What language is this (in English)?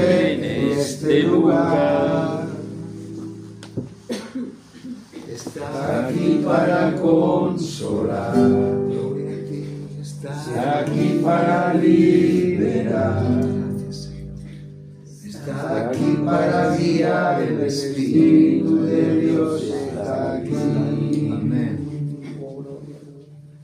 Spanish